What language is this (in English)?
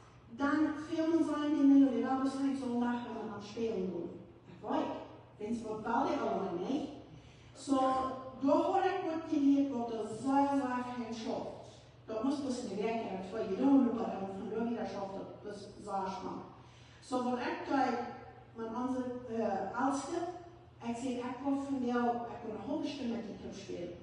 Plautdietsch